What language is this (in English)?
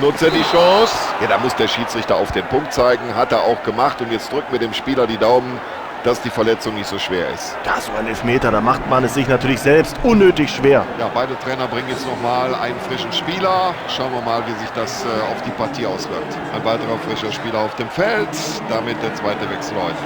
Bavarian